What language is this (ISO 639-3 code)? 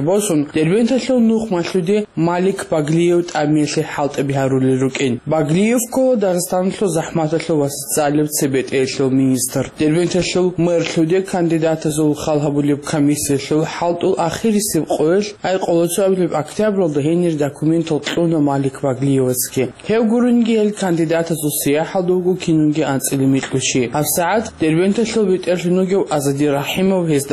ava